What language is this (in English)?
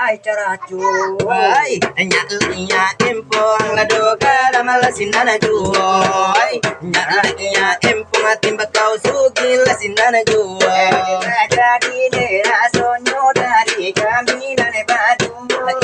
Minangkabau